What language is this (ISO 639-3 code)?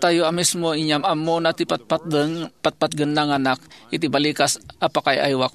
ilo